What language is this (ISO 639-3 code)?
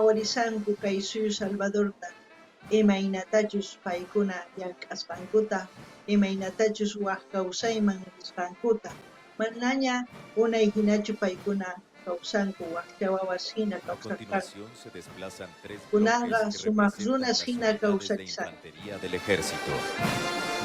quh